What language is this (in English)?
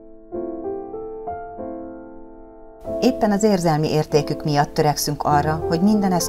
Hungarian